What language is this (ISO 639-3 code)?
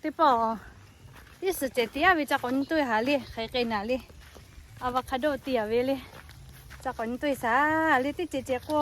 lhu